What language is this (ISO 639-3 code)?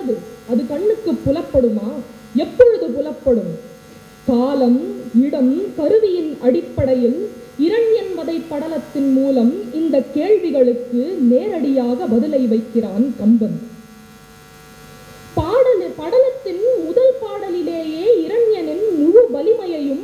tam